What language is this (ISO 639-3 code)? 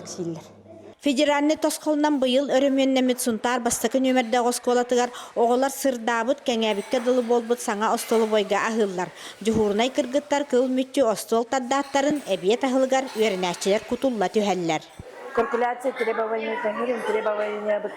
sah